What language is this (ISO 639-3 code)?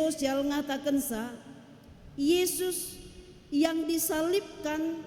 btx